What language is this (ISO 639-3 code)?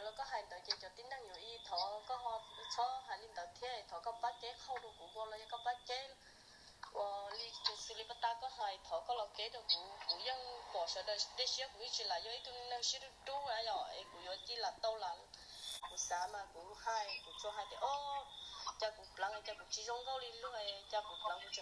hmn